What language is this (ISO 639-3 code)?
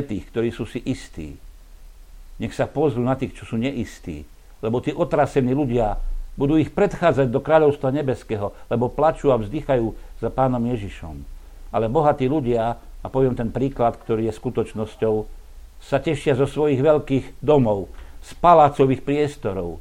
slk